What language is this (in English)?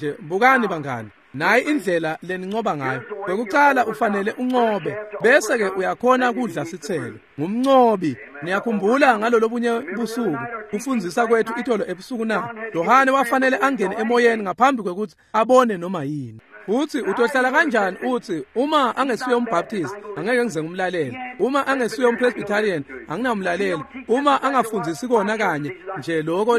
Swati